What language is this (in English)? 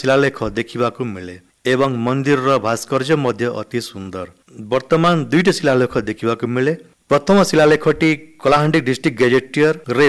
Odia